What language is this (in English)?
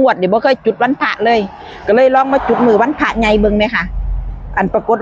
Northeastern Thai